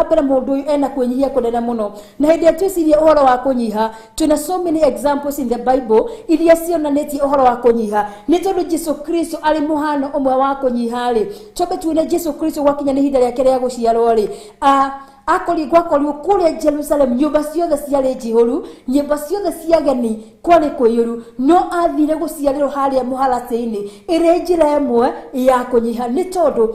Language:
Kikuyu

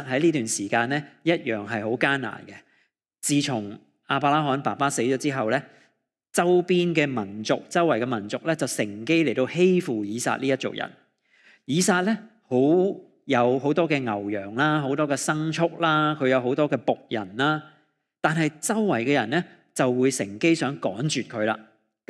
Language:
Cantonese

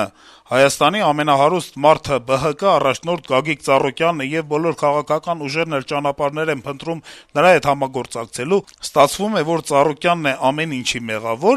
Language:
Armenian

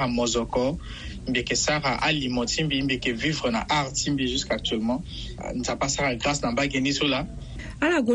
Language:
Sango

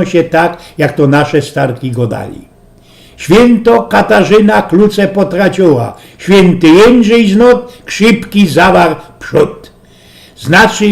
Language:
Silesian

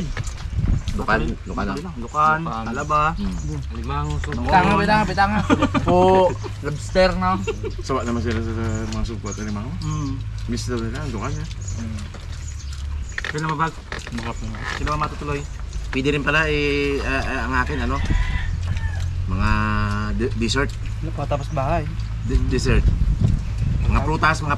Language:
Filipino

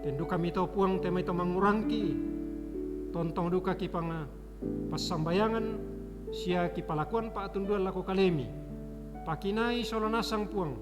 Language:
Toraja-Sa'dan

